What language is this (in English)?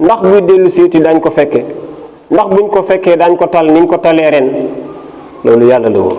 Wolof